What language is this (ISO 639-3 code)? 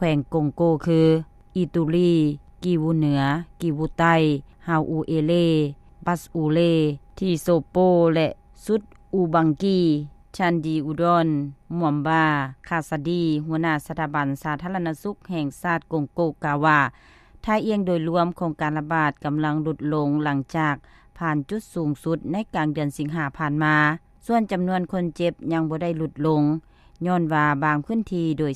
lao